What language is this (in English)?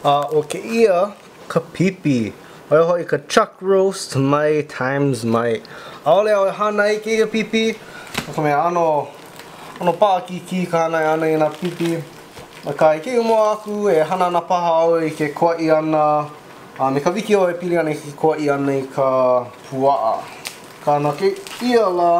Hawaiian